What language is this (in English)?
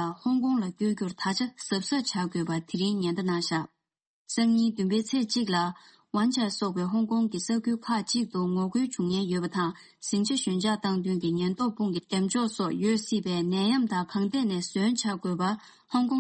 Tibetan